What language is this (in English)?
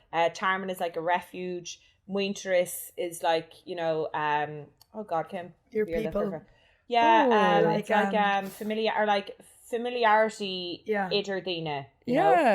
Irish